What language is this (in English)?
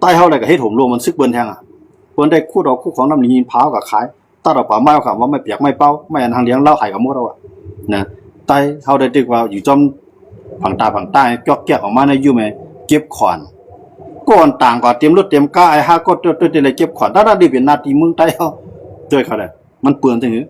Shan